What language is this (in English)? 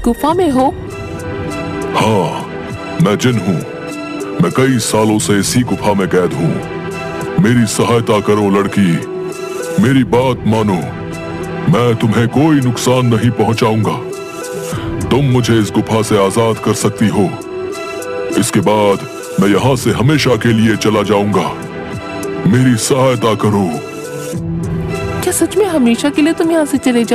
Hindi